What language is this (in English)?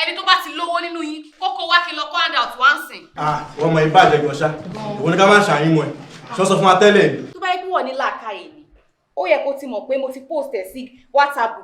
Yoruba